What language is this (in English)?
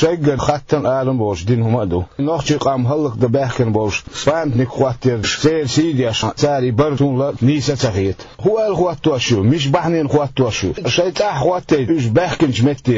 Chechen